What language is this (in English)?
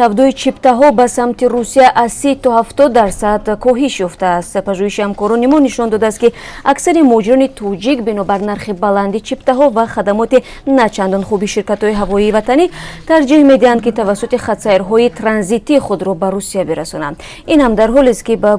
Tajik